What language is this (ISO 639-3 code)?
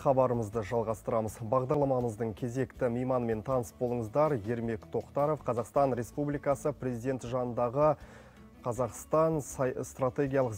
kaz